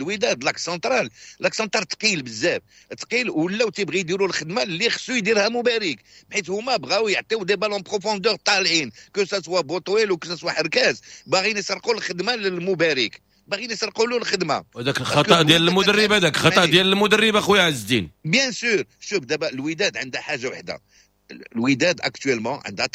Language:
Moroccan Arabic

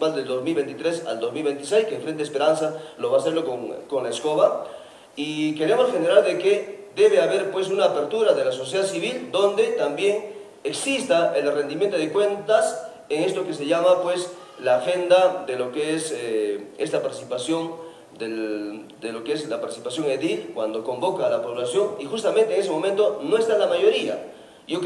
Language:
Spanish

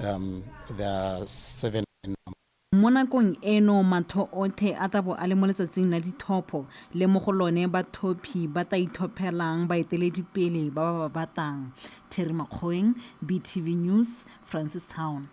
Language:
Tswana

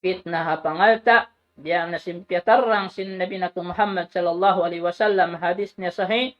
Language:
Tausug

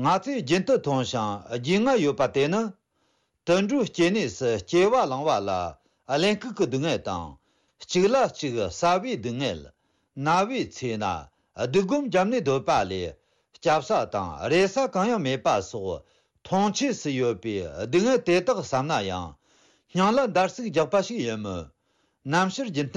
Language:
Tibetan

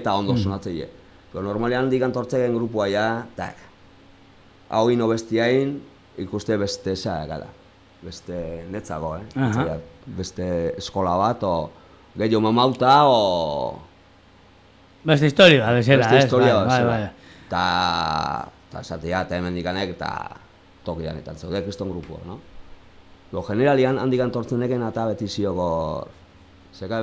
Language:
Basque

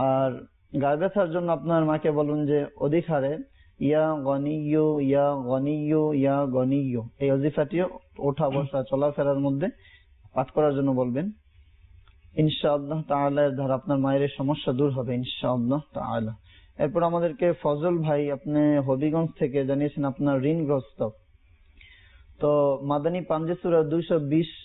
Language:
Bangla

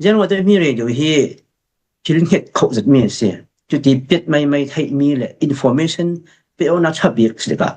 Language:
Falam Chin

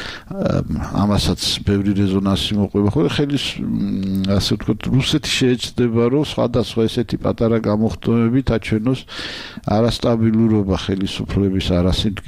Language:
Georgian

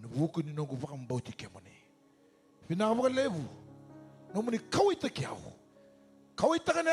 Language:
Fijian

